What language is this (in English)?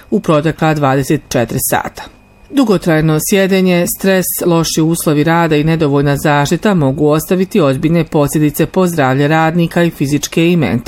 Bosnian